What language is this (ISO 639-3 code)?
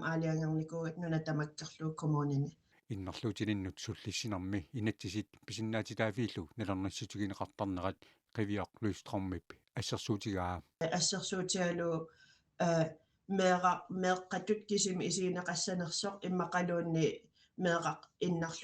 kal